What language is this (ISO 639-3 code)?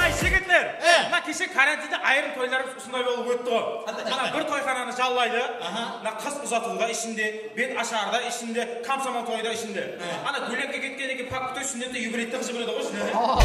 kaa